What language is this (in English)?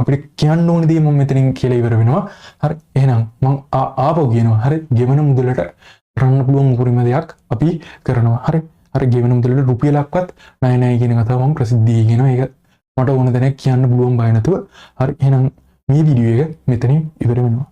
Sinhala